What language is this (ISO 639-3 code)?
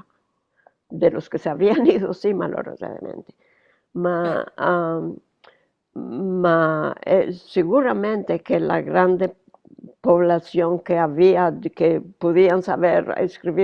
lad